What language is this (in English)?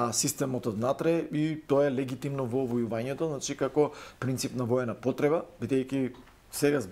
Macedonian